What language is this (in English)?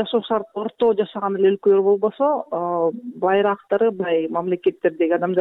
Kyrgyz